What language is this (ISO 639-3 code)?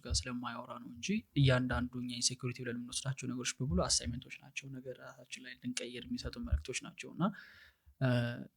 amh